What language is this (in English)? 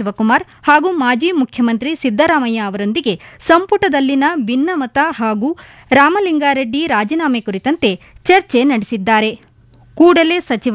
Kannada